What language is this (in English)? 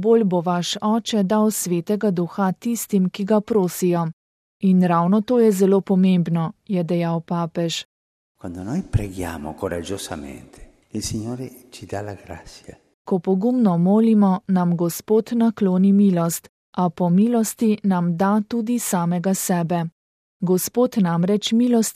Slovenian